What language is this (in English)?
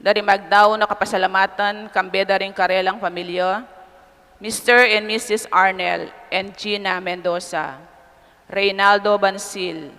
Pampanga